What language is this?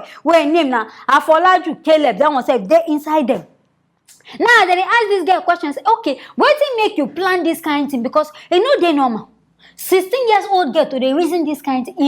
Nigerian Pidgin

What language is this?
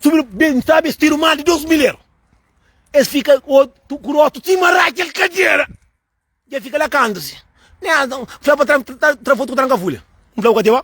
Kabuverdianu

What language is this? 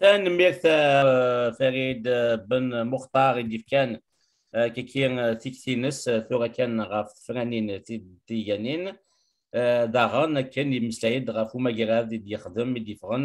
Kabyle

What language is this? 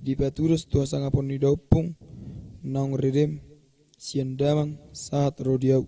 Batak Toba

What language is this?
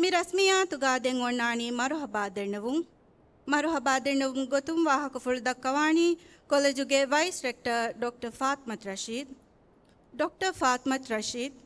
Divehi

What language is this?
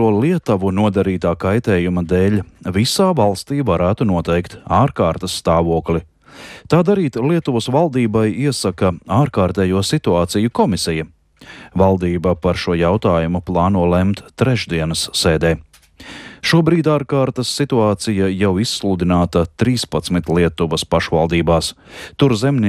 Latvian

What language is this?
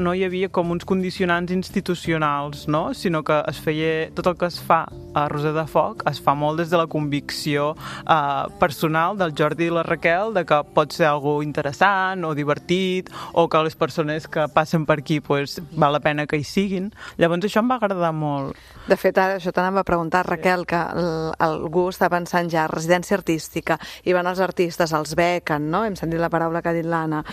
Catalan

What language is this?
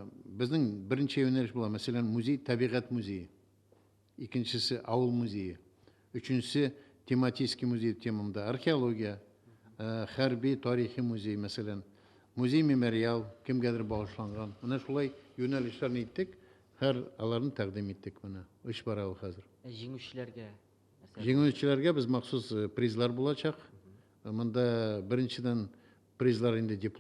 Tatar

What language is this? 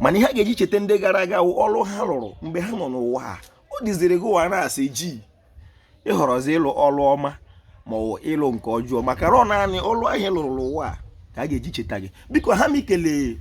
Igbo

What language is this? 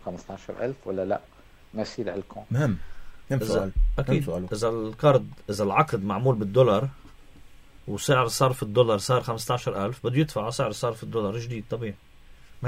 North Levantine Arabic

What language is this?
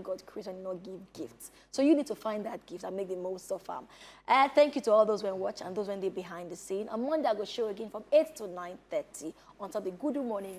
Nigerian Pidgin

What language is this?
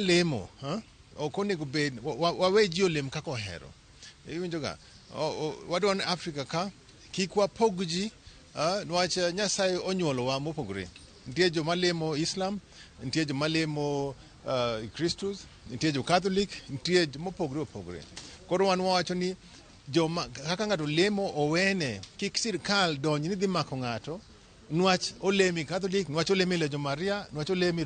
Luo (Kenya and Tanzania)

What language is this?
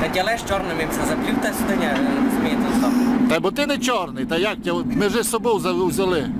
Rusyn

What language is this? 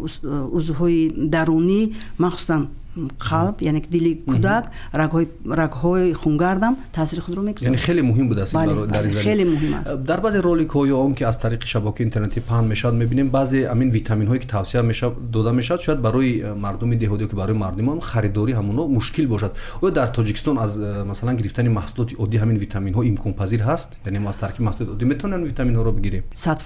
Tajik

